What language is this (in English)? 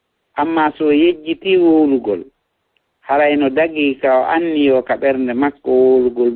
Fula